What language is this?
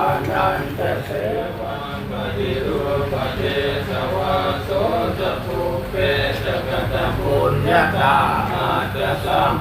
Pali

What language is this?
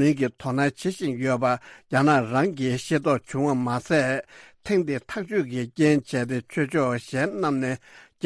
Tibetan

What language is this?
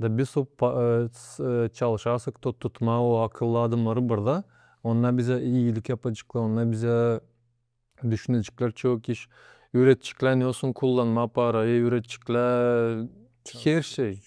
Gagauz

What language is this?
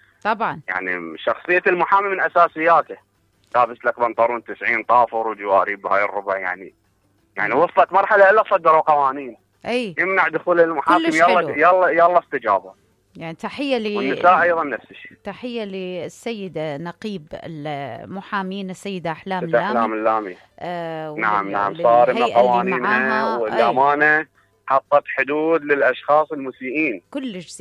Mesopotamian Arabic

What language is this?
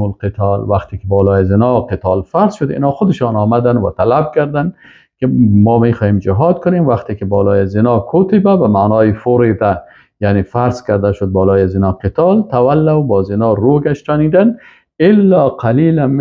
Persian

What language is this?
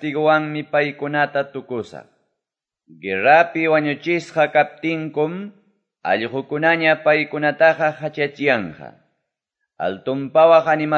Quechua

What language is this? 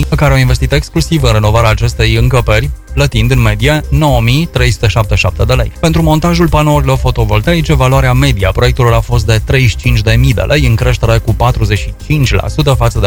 Romanian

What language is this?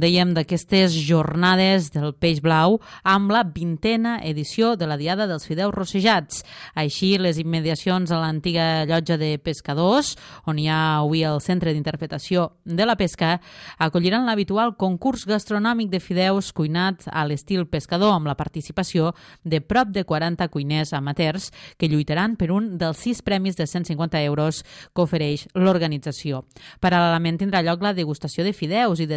Catalan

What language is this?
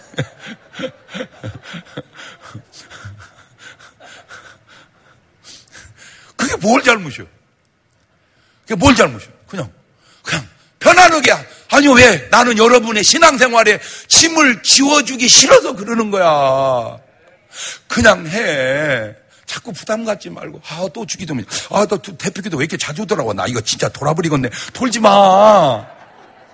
Korean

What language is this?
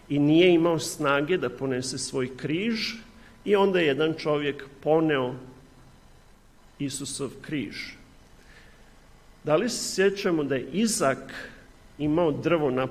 Serbian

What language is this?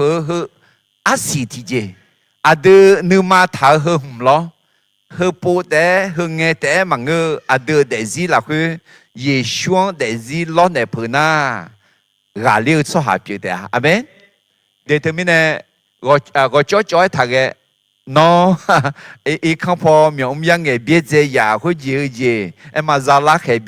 Akha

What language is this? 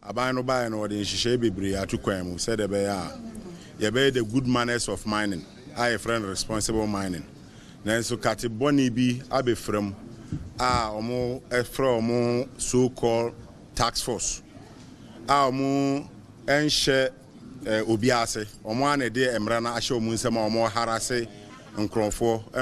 Akan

